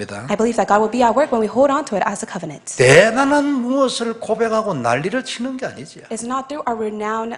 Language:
Korean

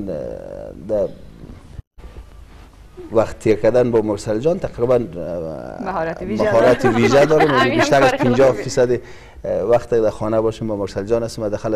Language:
Persian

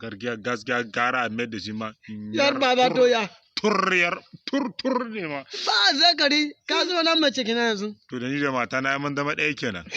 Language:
Hausa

